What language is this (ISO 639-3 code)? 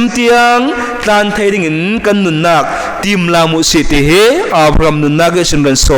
cfm